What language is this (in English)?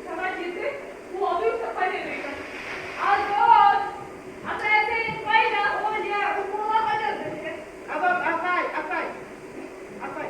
Bashkir